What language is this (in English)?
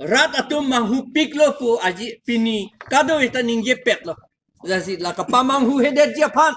Karbi